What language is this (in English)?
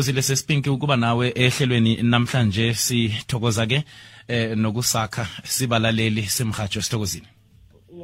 South Ndebele